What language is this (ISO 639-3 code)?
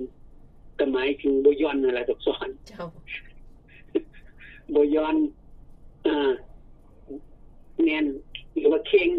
lao